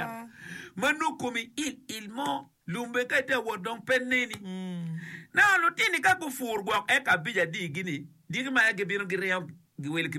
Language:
Acoli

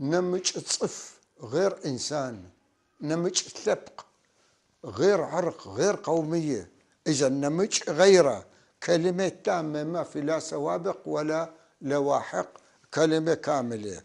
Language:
North Levantine Arabic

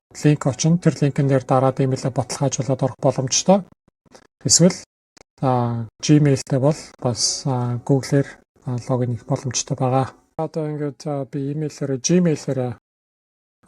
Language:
Mongolian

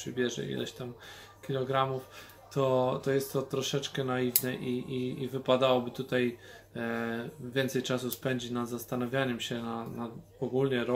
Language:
Polish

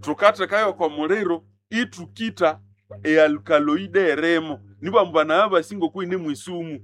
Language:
Nande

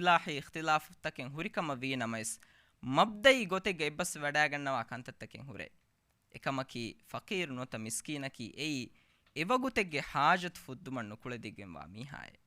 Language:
Divehi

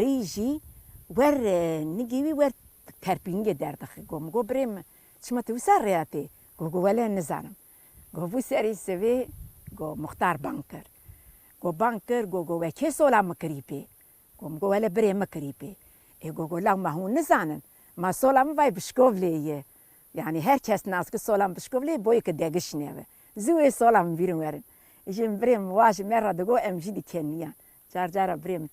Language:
Kurdish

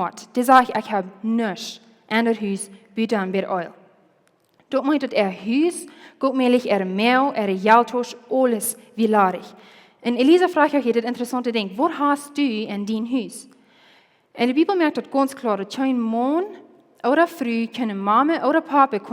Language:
Plautdietsch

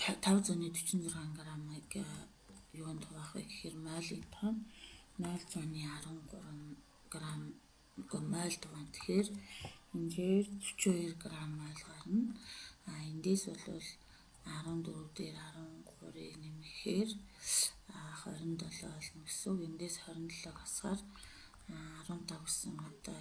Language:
Mongolian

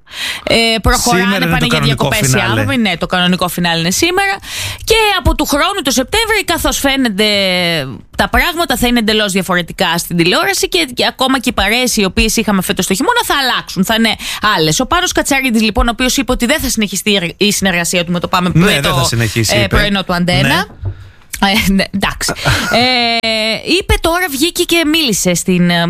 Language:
Greek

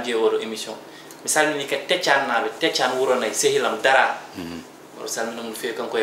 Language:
Fula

